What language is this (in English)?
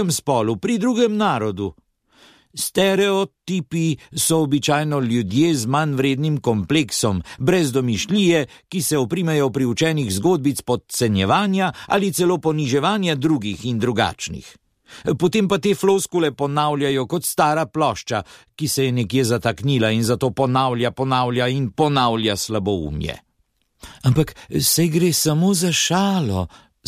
Slovenian